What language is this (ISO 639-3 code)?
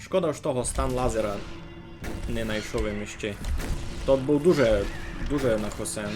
rue